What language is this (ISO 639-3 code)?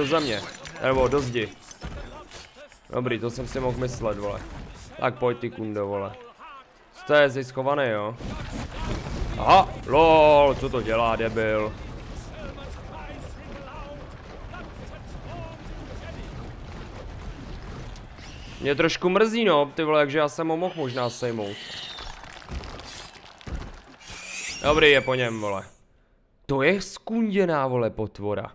ces